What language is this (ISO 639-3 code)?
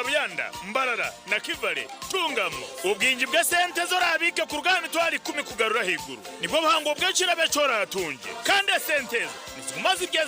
nyn